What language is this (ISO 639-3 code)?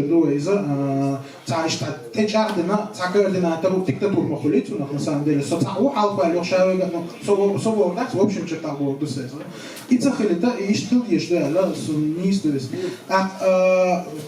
che